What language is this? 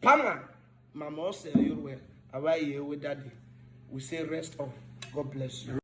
Urhobo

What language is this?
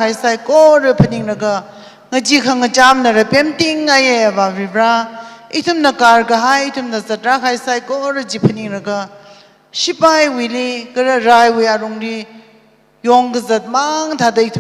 Tangkhul Naga (India)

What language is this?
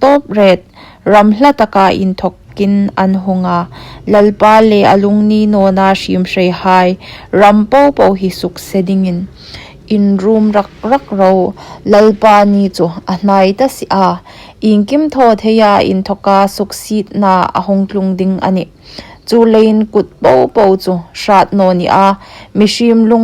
Hmar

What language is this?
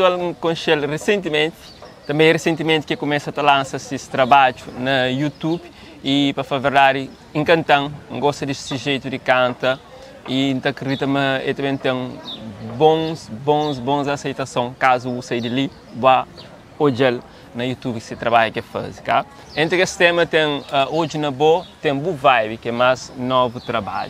Kabuverdianu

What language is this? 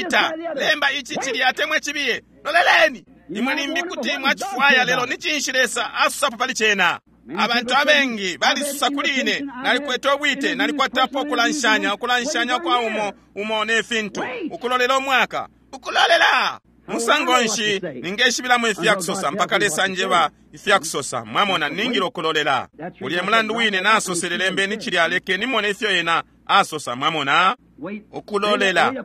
Bemba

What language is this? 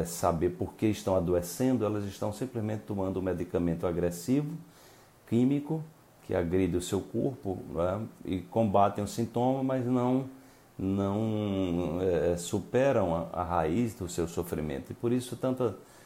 Portuguese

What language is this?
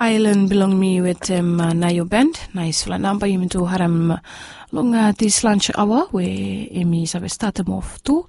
Bislama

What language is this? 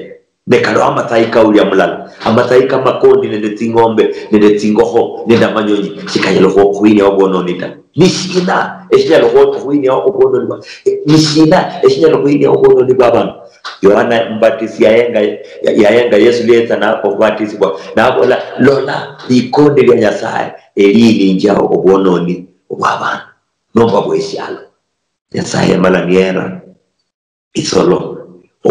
Luyia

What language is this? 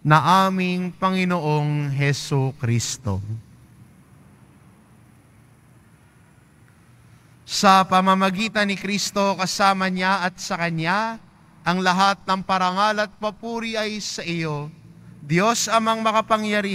Filipino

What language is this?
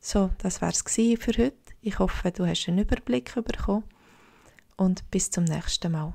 Swiss German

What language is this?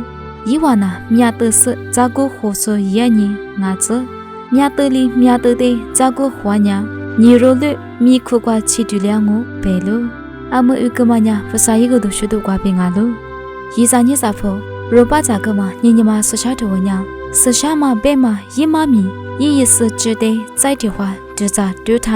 Lisu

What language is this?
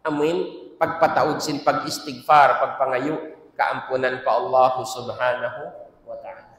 Tausug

